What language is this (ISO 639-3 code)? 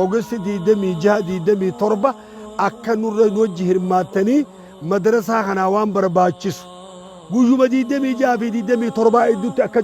orm